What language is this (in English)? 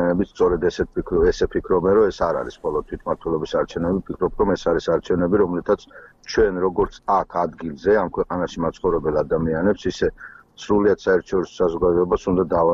Georgian